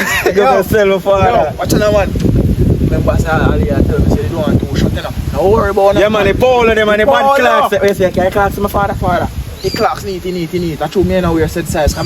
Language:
Jamaican Creole English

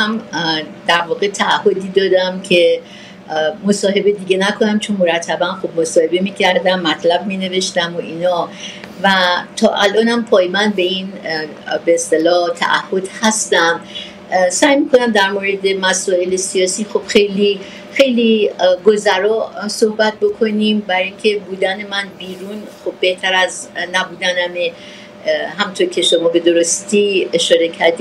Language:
Persian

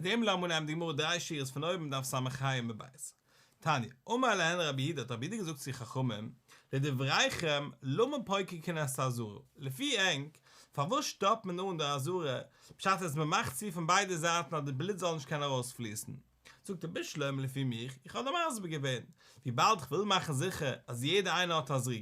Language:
Yiddish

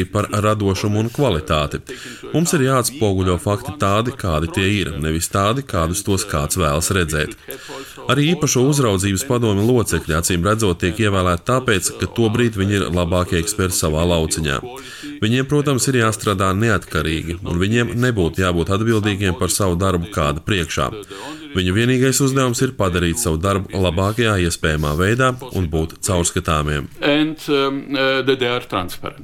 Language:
Latvian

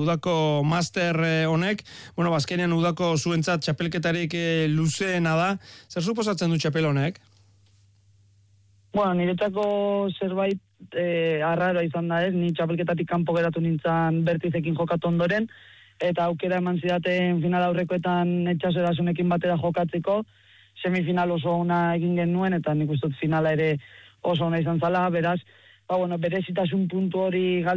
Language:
Basque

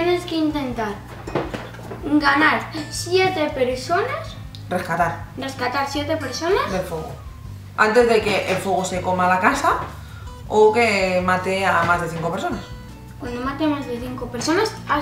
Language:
Spanish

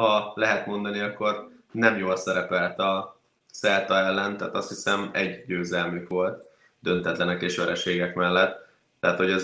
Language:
Hungarian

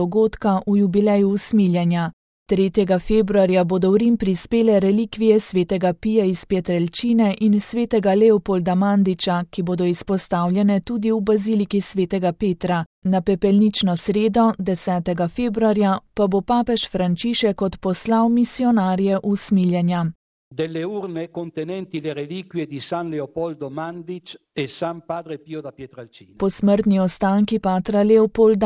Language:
Slovenian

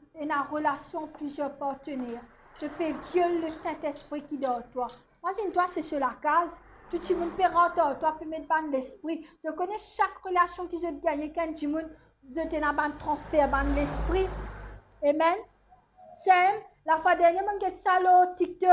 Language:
Morisyen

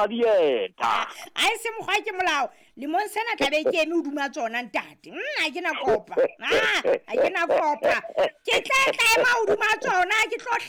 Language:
Southern Sotho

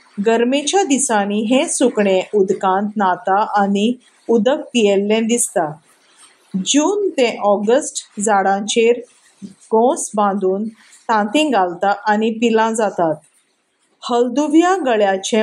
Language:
Konkani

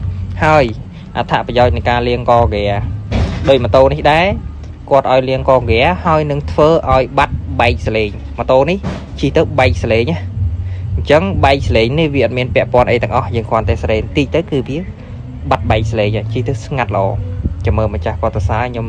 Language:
Khmer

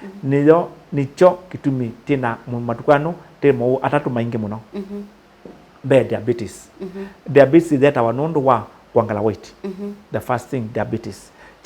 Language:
Kamba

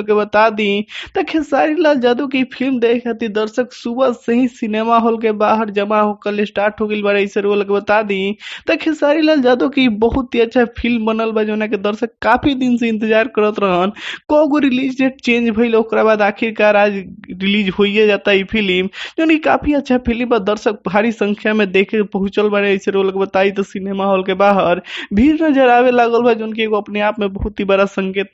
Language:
Bhojpuri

